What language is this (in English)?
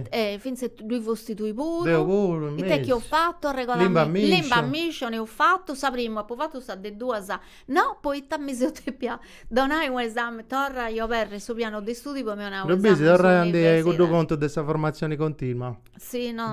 Sardinian